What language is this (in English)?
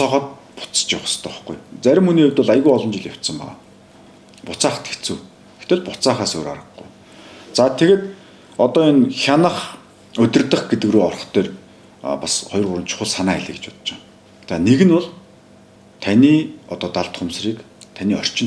Mongolian